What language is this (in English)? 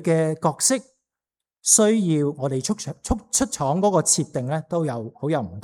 Cantonese